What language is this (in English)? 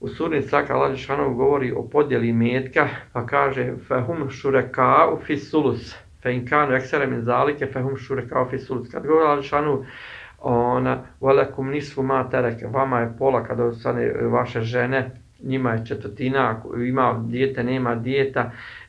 Bosnian